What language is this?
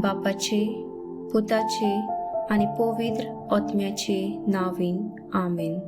Konkani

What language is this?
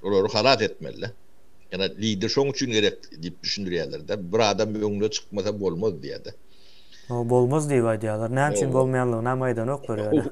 Turkmen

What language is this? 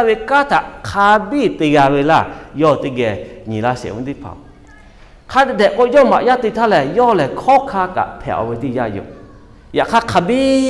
Lahu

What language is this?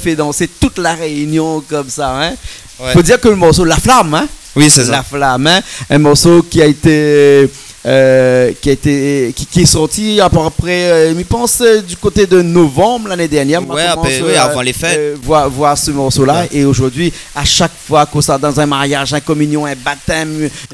Réunion Creole French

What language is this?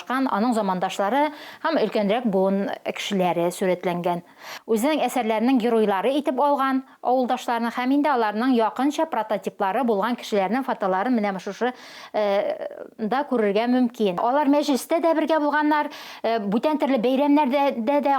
Tatar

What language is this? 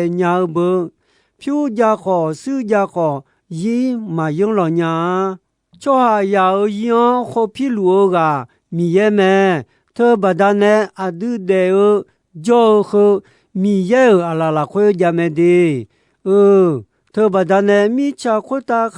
Akha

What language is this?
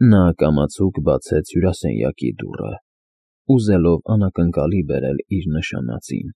Armenian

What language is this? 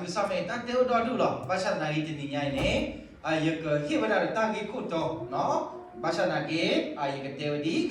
S'gaw Karen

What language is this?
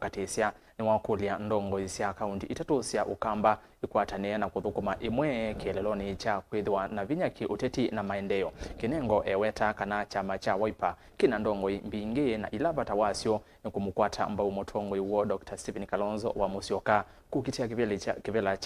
Kamba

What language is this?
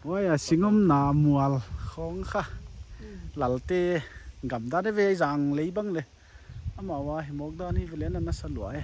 Paite Chin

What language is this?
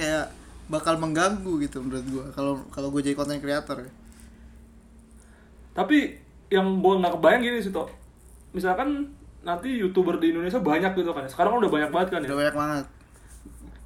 Indonesian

